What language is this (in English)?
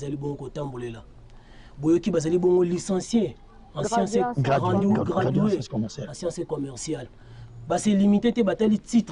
Lingala